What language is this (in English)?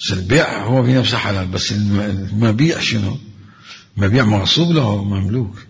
Mesopotamian Arabic